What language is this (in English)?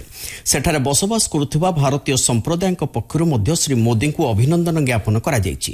Odia